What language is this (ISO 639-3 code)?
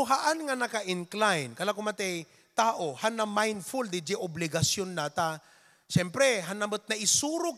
ilo